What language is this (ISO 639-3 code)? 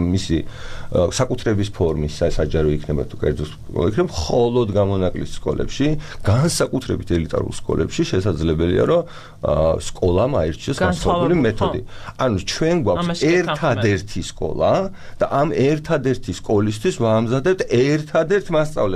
kat